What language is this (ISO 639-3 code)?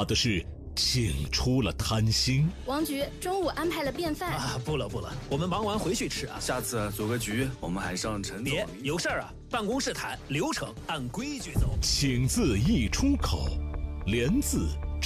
zho